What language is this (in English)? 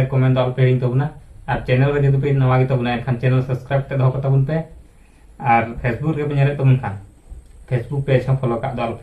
Santali